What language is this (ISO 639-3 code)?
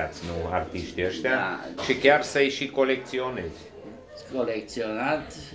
ron